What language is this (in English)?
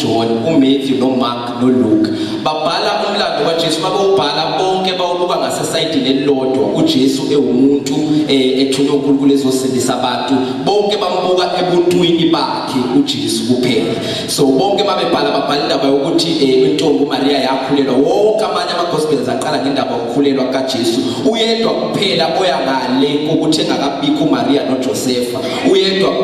Zulu